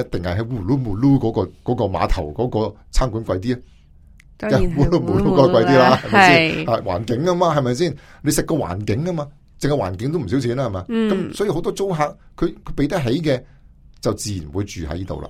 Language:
Cantonese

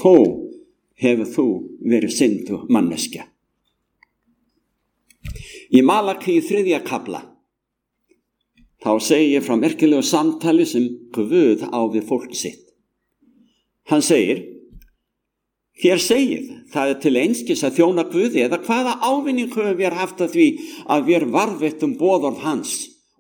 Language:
Icelandic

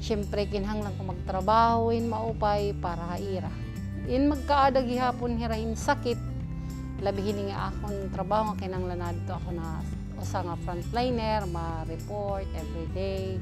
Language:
Waray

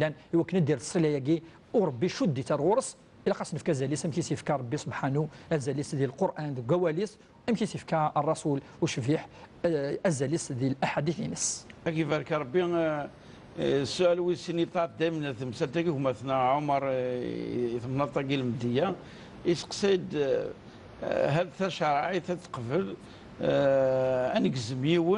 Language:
Kabyle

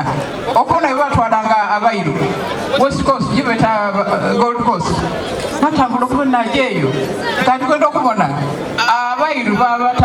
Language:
Soga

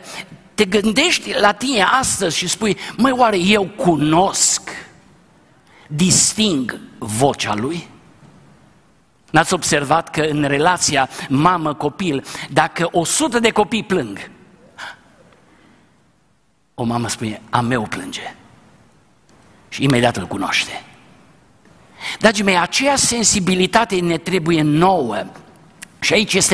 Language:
Romanian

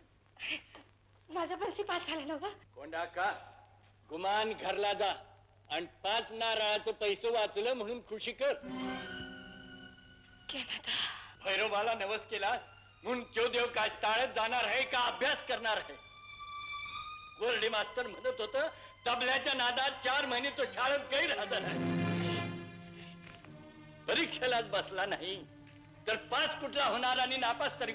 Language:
Marathi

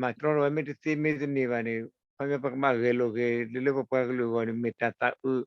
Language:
S'gaw Karen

